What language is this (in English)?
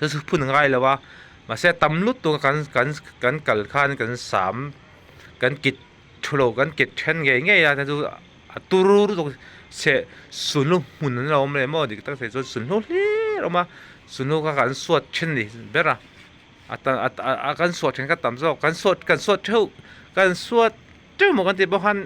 Mizo